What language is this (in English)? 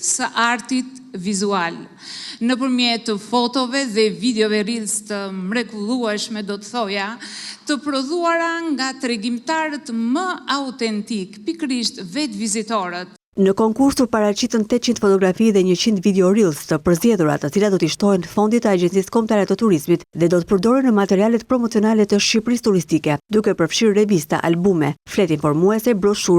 Albanian